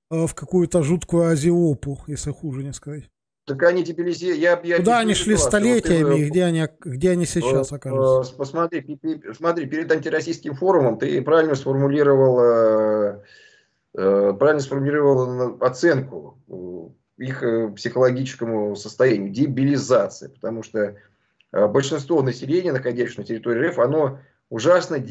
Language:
Russian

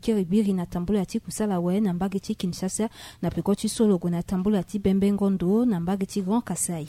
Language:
Sango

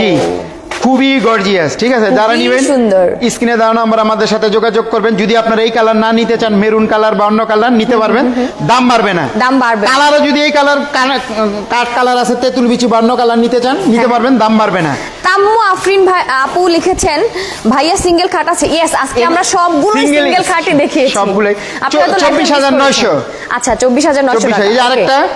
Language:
Bangla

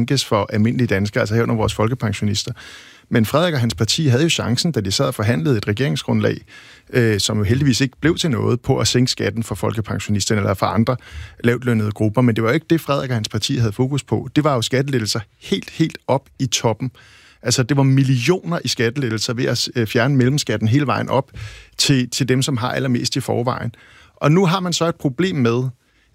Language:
Danish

